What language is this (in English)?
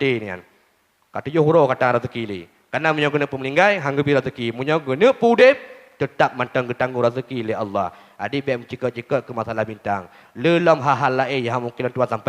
Achinese